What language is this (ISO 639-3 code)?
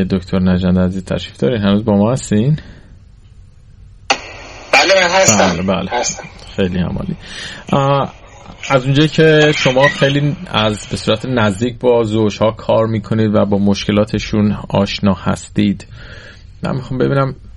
fas